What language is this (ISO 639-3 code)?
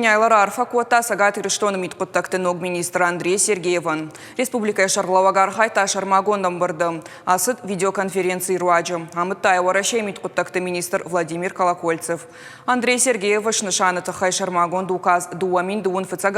oss